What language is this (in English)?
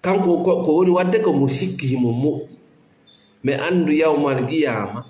Fula